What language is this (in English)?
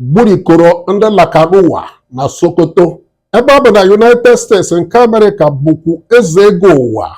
Igbo